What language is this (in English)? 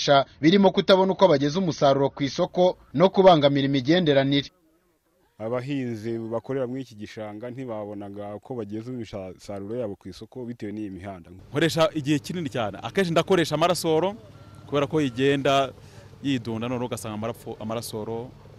Kinyarwanda